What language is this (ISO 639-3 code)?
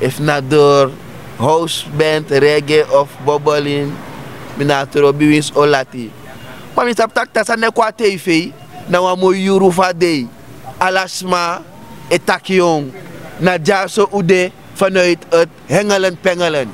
srn